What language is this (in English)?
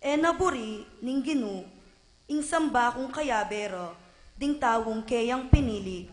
Pampanga